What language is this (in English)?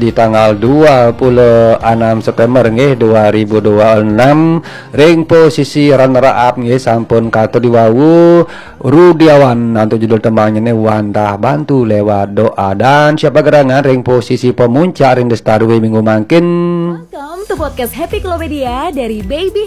Balinese